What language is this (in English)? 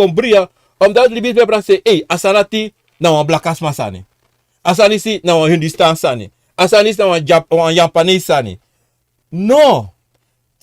Sranan Tongo